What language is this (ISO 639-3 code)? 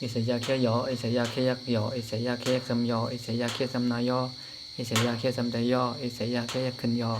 shn